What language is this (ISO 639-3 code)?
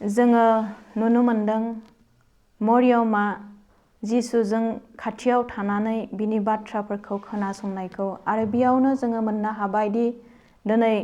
brx